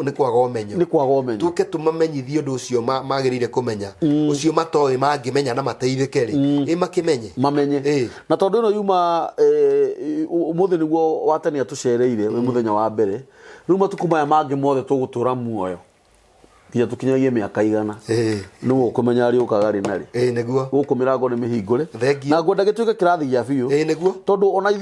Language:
Kikuyu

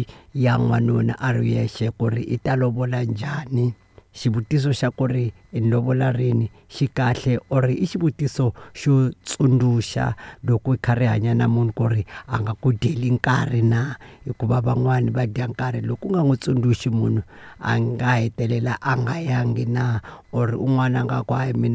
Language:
Tsonga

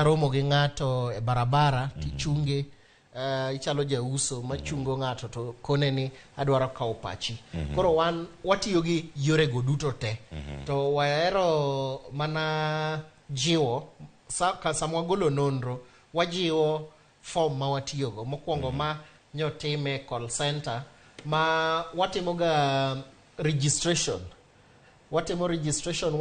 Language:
Luo (Kenya and Tanzania)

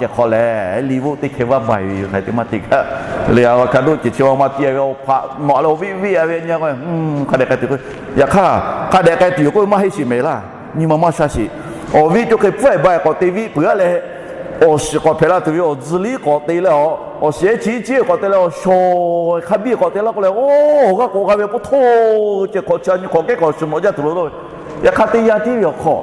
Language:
Lahu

